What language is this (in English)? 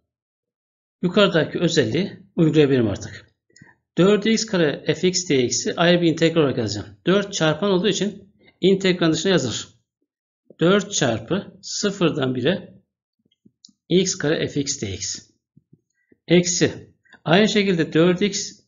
Turkish